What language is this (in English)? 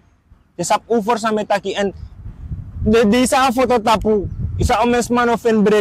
Sranan Tongo